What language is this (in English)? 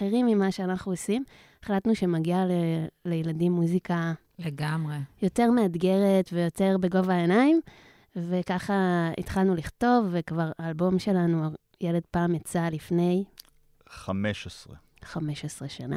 Hebrew